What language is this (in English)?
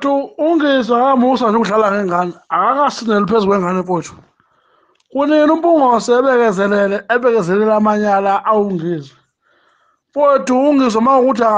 Zulu